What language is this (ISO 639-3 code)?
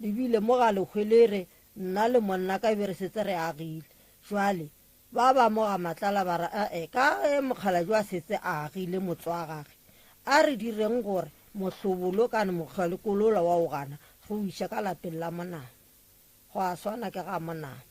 nso